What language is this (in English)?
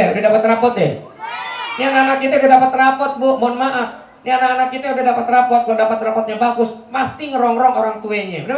Betawi